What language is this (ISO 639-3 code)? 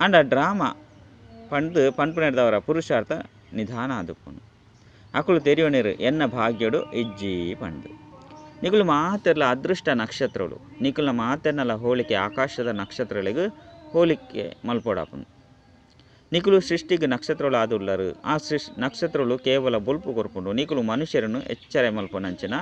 tcy